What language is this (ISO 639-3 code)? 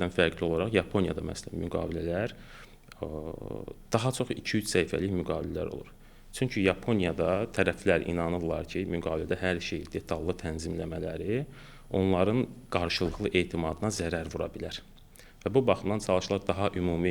aze